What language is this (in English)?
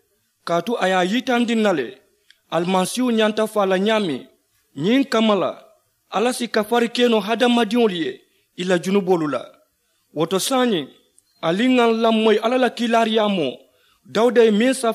Mandingo